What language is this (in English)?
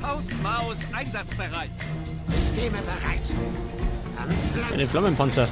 Bavarian